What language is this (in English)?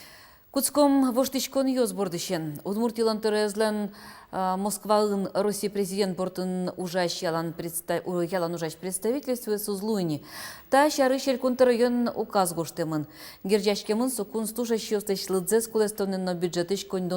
Udmurt